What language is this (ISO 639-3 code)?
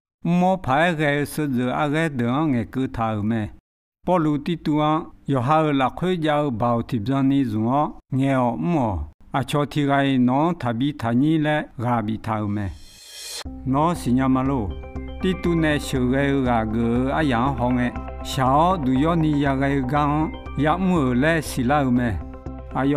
ahk